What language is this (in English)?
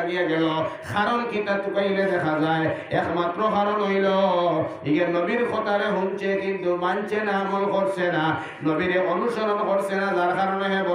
Sylheti